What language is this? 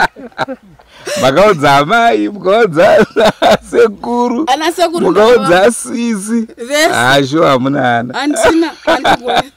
Shona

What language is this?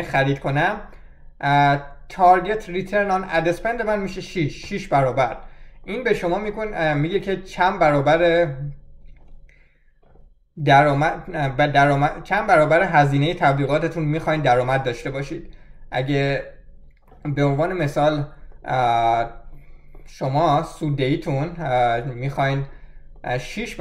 Persian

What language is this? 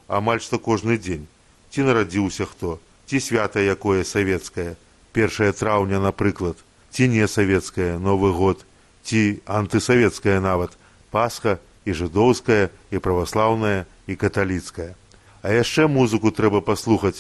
Belarusian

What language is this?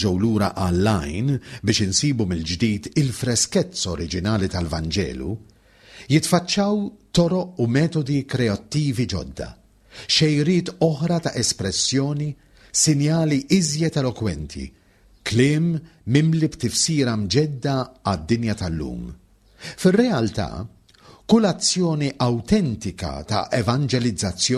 Maltese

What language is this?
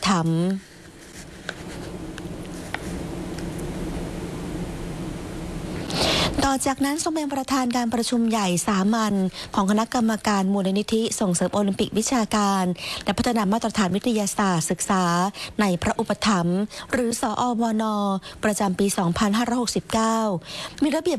Thai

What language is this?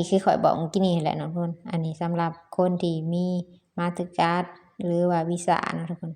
Lao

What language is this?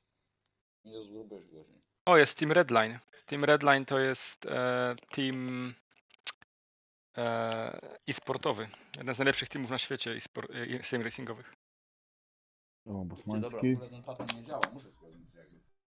Polish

